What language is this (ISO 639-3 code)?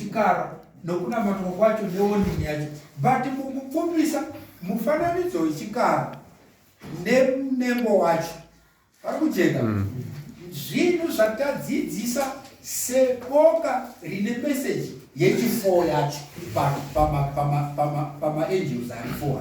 sna